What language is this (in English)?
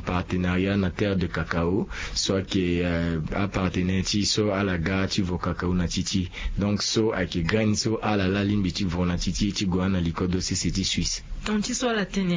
Sango